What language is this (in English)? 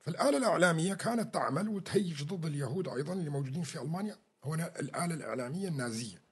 North Levantine Arabic